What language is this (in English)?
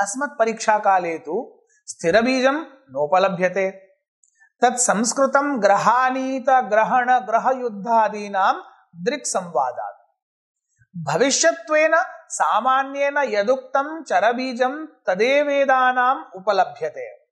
Sanskrit